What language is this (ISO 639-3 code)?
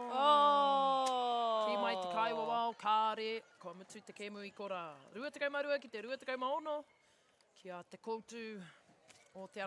mri